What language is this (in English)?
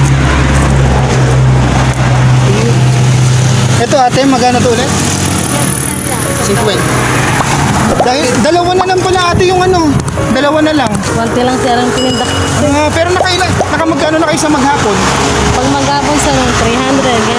Filipino